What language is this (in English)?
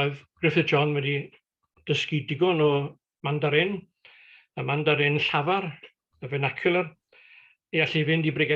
Welsh